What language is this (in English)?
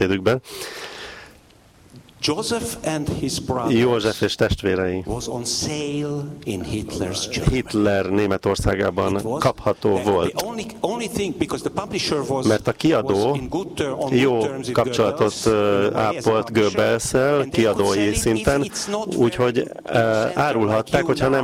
Hungarian